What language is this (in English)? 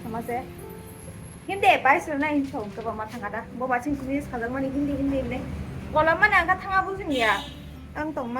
Kok Borok